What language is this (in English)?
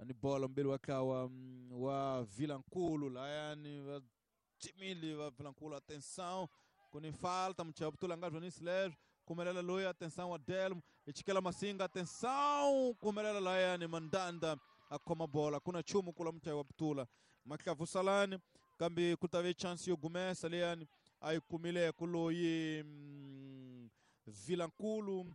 Tsonga